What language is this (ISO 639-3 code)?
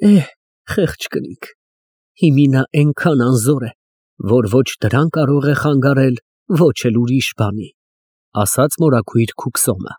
hye